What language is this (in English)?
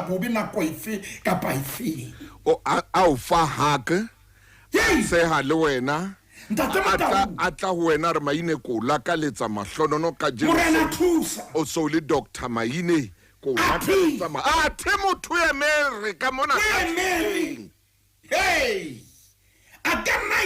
Southern Sotho